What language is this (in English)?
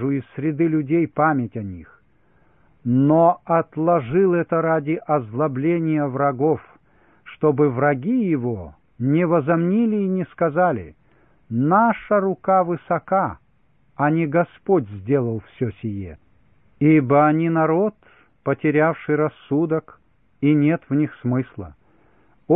Russian